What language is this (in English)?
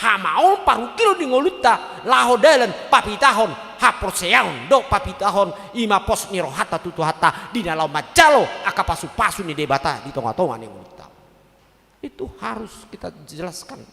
Batak Toba